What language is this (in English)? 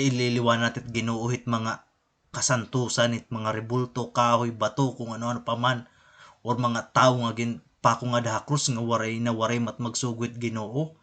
Waray